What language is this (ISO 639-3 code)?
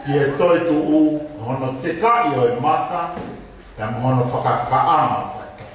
ton